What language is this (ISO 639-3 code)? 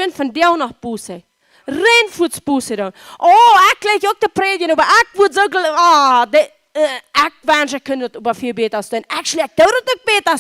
pdt